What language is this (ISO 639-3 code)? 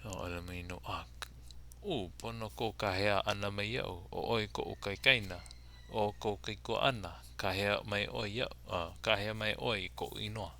haw